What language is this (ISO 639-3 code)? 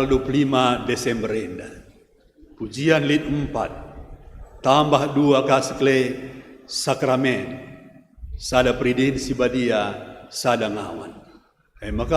btx